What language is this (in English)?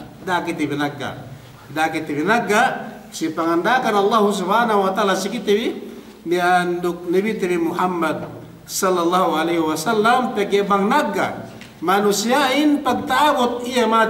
Yakan